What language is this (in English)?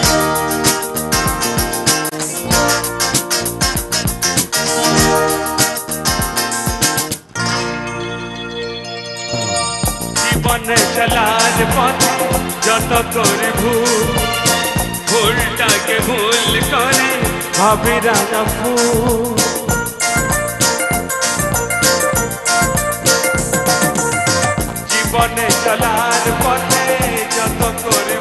Bangla